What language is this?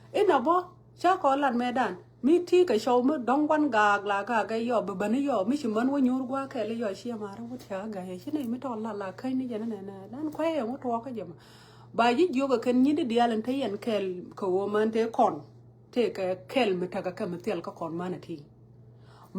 Nuer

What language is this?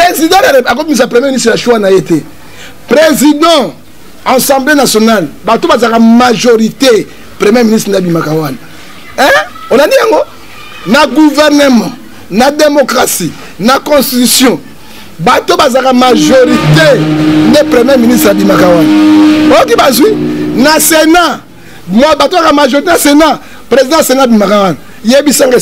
Lingala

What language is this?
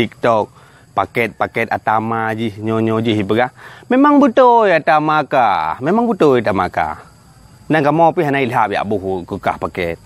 Achinese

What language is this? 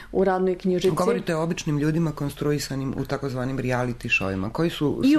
Serbian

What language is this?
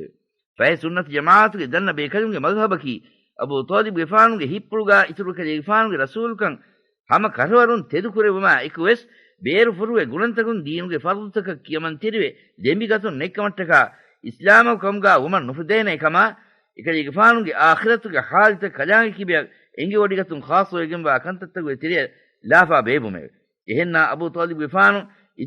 Divehi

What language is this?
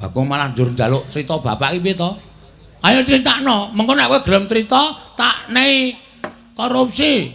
Javanese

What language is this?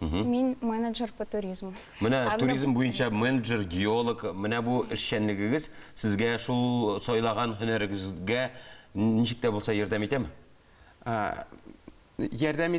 Tatar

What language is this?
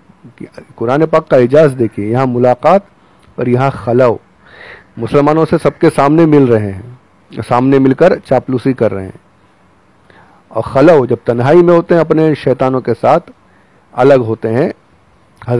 Urdu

